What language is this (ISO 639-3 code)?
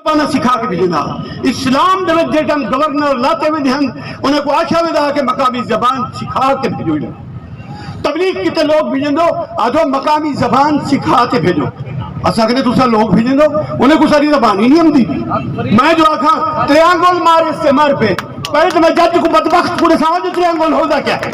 skr